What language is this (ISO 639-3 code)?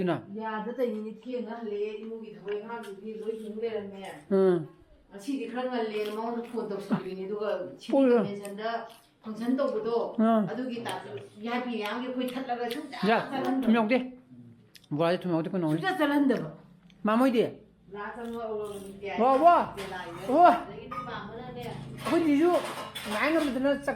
mni